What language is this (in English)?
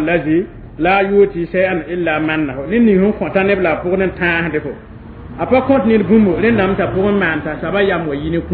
Mossi